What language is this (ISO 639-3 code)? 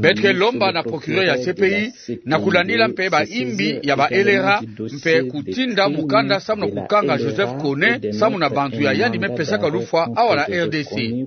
ktu